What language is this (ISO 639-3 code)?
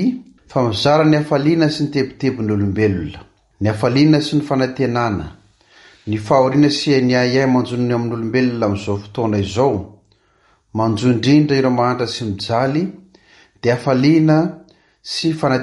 mlg